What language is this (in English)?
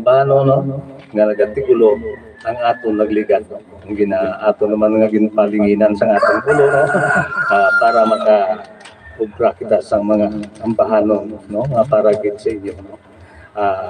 Hiligaynon